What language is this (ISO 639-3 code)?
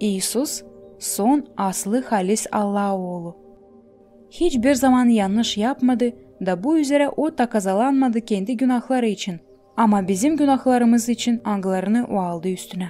gag